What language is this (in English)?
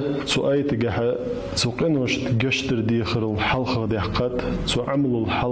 Ingush